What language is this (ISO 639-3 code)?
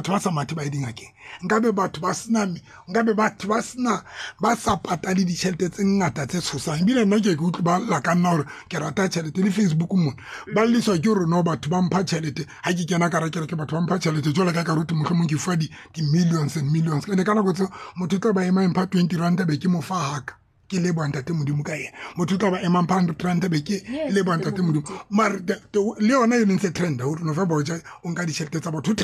tsn